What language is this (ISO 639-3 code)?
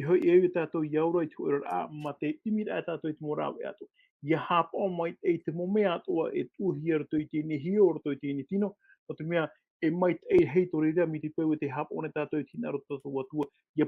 tah